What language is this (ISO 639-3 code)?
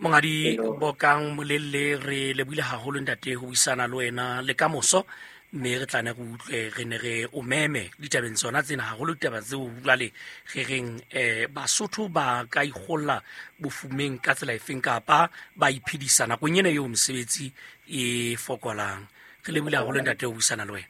sot